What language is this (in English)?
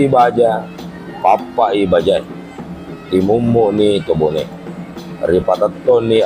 Buginese